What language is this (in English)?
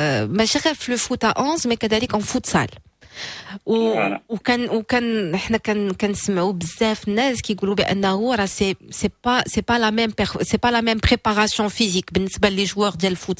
Moroccan Arabic